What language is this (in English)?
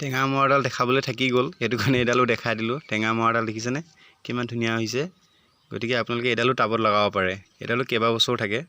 Assamese